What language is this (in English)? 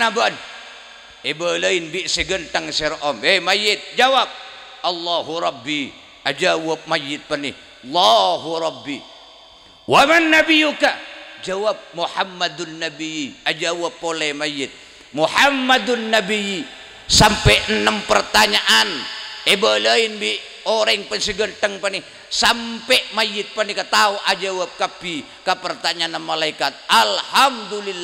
Madurese